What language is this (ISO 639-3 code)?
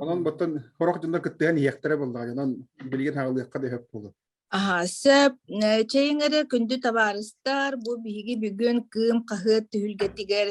sah